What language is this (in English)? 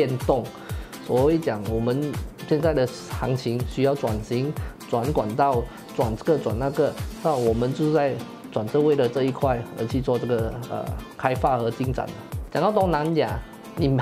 Chinese